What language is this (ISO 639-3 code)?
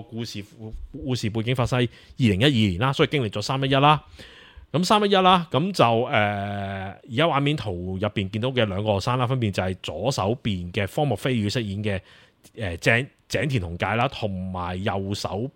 yue